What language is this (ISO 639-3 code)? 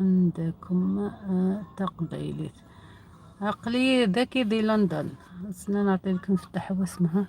arq